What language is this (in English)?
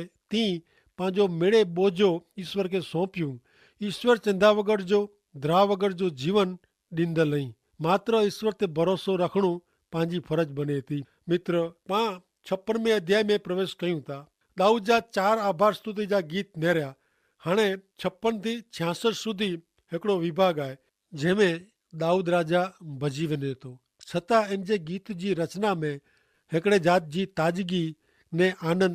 Kachhi